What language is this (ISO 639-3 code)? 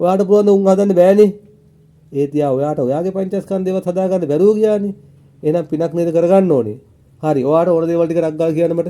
sin